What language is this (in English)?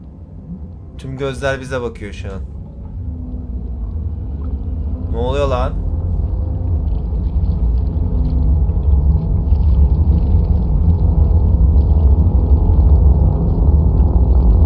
Turkish